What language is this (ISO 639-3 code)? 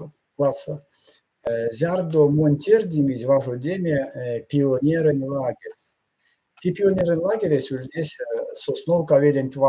myv